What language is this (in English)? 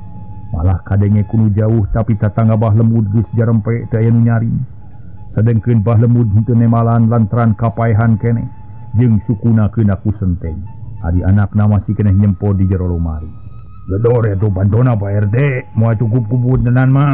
Sundanese